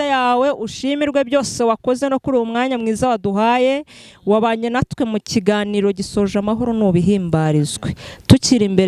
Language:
Kinyarwanda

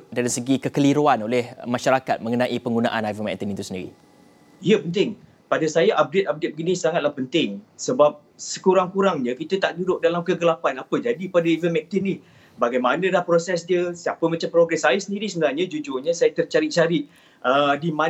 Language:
Malay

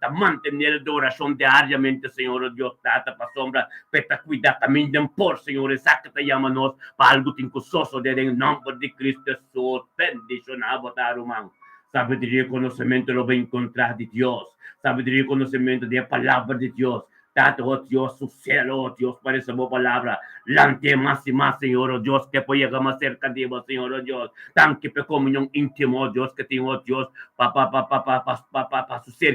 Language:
Papiamento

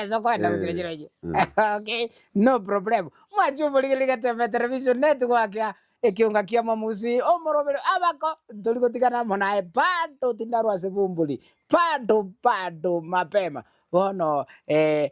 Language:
Gusii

